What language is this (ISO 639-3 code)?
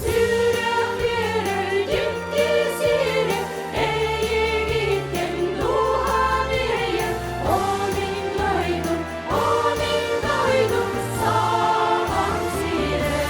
sah